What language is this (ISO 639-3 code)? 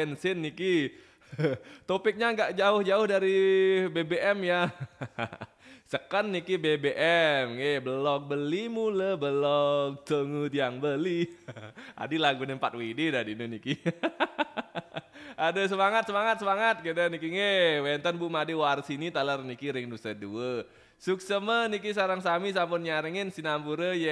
ban